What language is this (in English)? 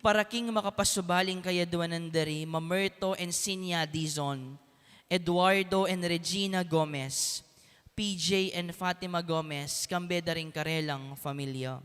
Pampanga